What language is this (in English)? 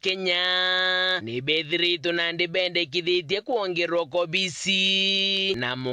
Meru